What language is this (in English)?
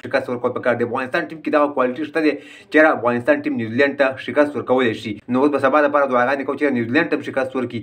Pashto